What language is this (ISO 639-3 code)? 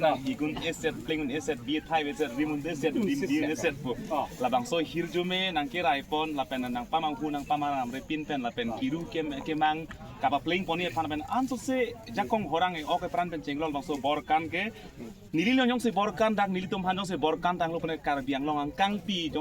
mjw